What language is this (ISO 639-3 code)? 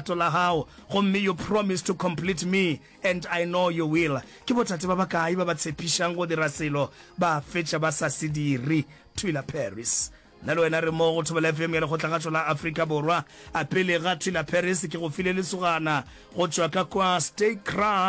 nso